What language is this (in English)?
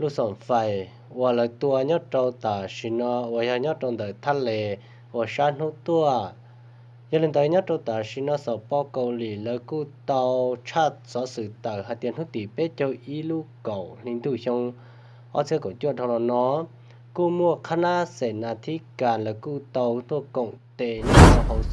Hmong